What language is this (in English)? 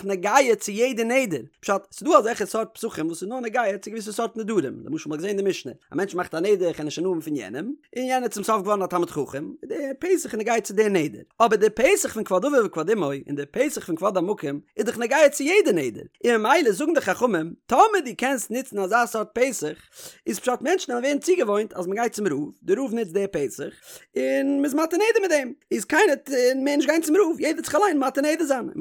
Yiddish